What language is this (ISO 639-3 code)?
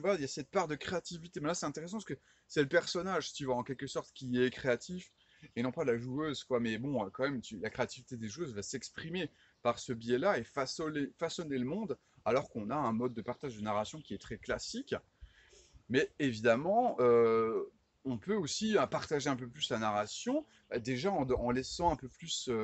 fra